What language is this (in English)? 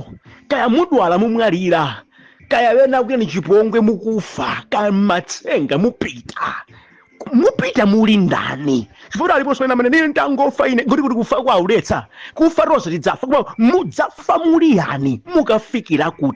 Nyanja